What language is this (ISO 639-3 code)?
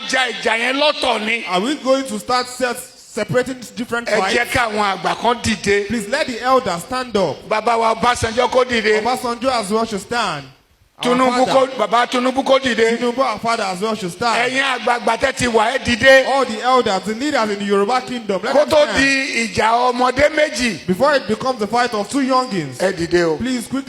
yor